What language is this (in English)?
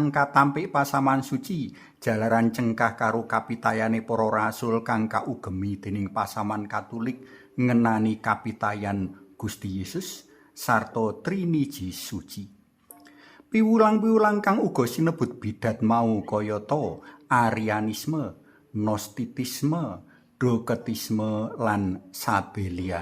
Javanese